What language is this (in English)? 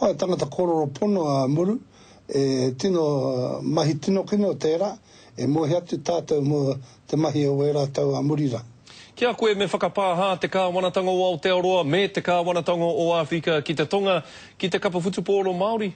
Māori